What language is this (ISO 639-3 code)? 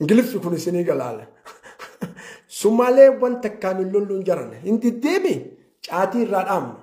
orm